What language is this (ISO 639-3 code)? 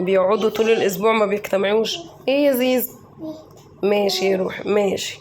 arz